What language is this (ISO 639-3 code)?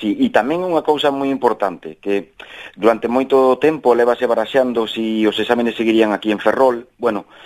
glg